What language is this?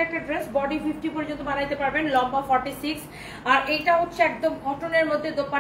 Bangla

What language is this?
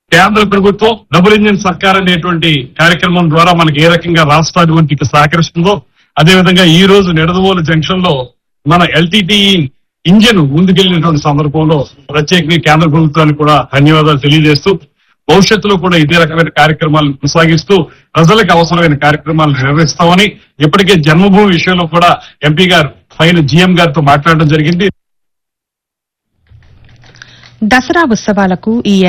Telugu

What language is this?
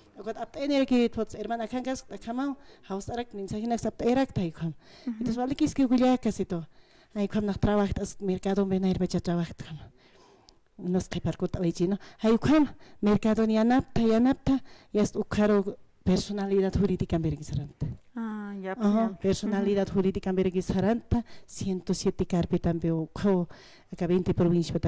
Aymara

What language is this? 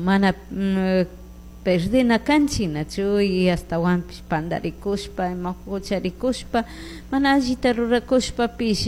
Chimborazo Highland Quichua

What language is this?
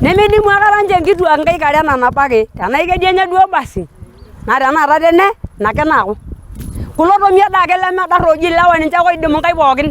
Masai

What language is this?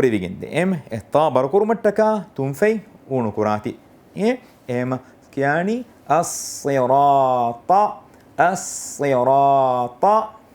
Divehi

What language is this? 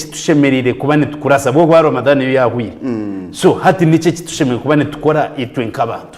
Nyankole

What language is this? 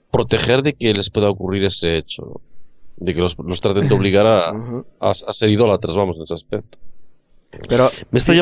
Spanish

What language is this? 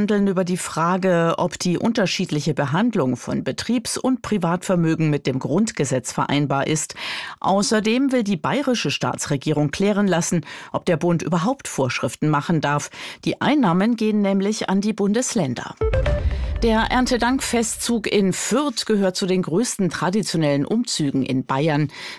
German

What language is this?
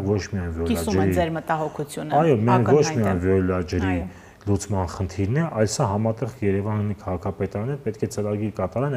Armenian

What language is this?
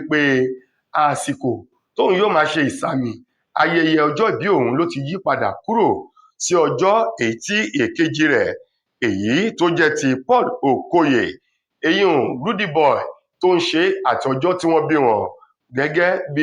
Yoruba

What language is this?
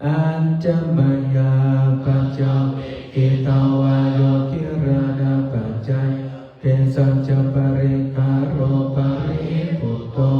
Pali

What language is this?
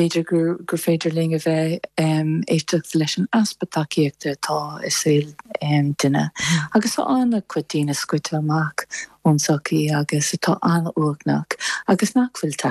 Irish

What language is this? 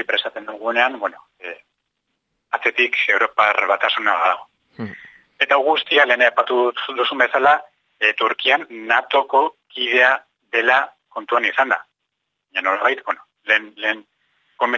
Basque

